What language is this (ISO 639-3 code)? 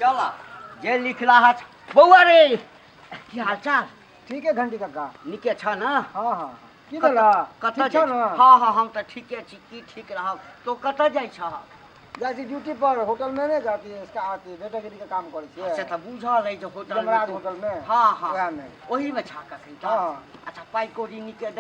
mai